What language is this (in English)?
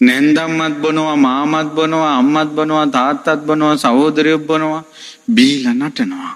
Sinhala